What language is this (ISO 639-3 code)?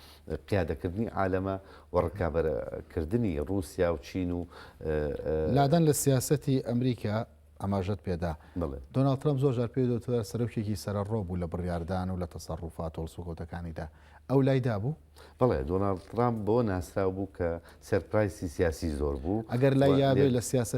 ckb